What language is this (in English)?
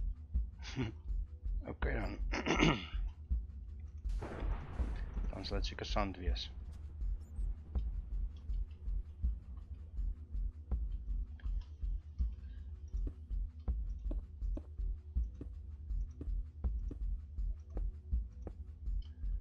Afrikaans